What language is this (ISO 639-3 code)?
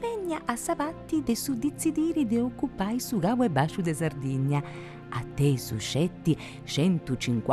srd